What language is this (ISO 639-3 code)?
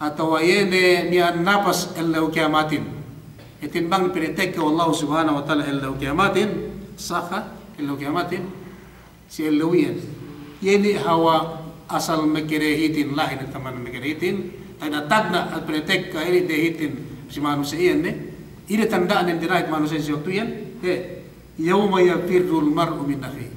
yka